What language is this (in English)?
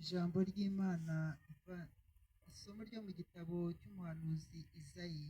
Kinyarwanda